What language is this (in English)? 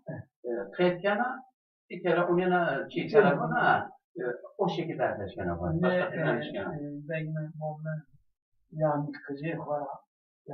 Zaza